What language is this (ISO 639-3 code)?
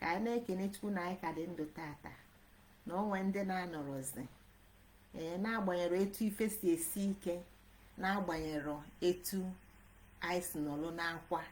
ibo